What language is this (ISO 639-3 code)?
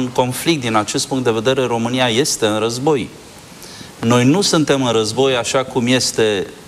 ron